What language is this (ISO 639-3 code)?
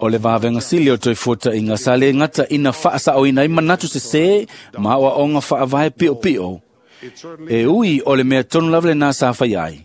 smo